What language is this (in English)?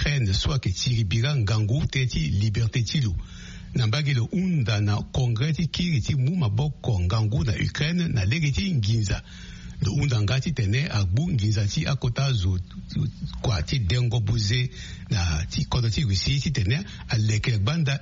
Sango